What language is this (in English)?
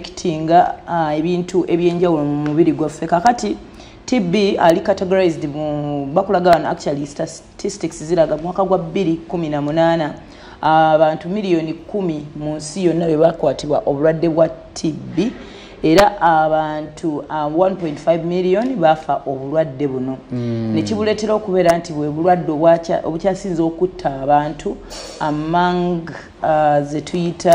Ganda